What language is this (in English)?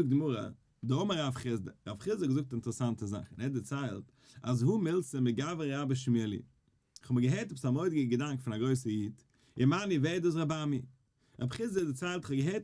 Yiddish